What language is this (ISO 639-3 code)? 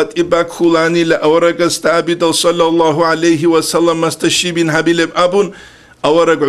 ava